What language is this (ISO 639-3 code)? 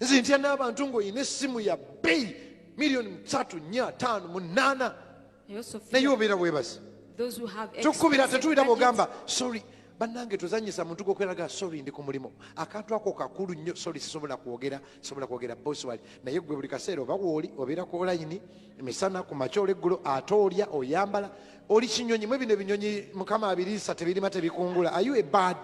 lug